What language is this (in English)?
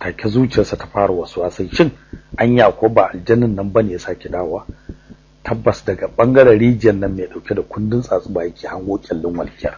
Hausa